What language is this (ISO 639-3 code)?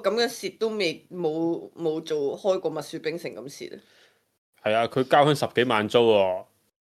yue